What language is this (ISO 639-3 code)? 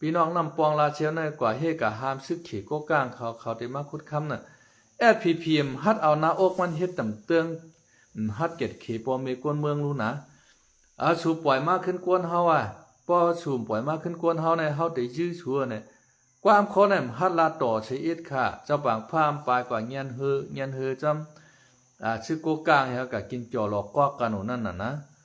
shn